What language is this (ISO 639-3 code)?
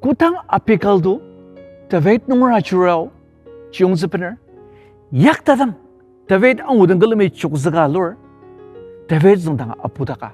njo